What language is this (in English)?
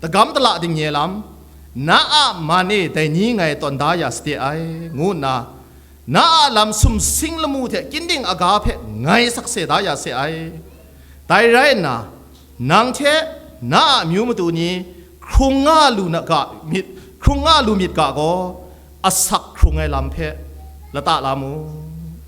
Kachin